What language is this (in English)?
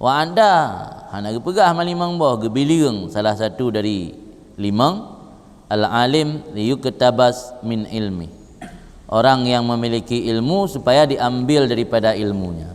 Achinese